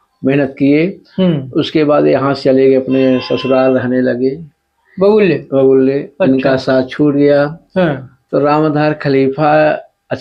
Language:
Awadhi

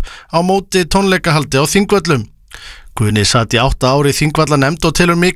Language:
Icelandic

